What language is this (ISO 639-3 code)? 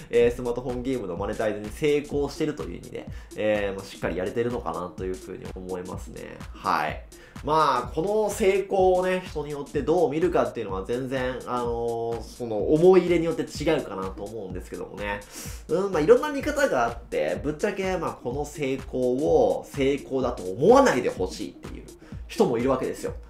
jpn